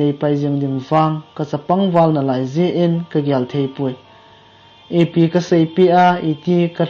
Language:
Thado Chin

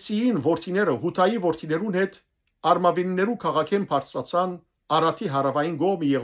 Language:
Western Armenian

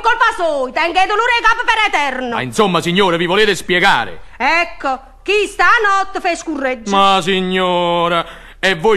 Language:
Neapolitan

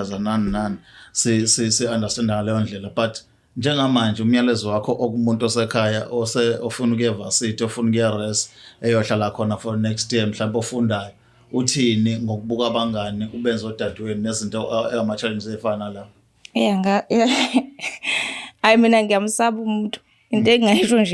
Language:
Zulu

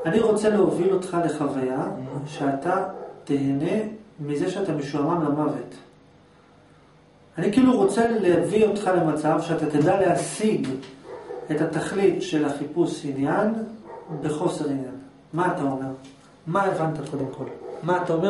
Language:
Hebrew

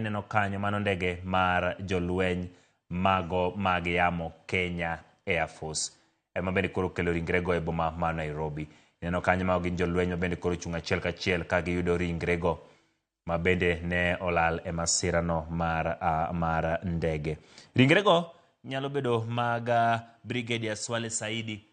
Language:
Luo (Kenya and Tanzania)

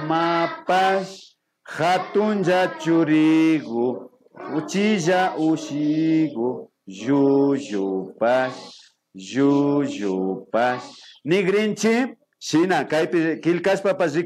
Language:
Imbabura Highland Quichua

